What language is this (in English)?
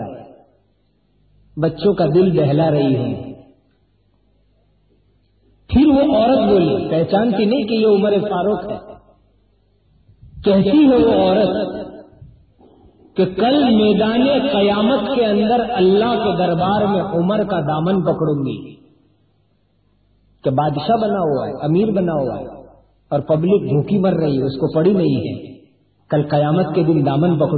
Urdu